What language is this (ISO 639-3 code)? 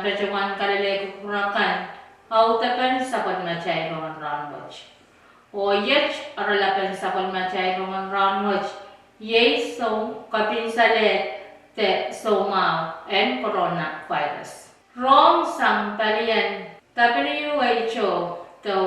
pon